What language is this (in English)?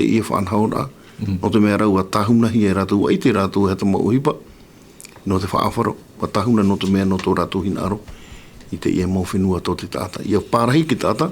Tahitian